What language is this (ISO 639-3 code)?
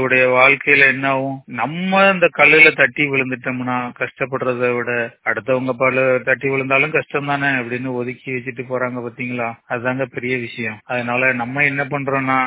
tam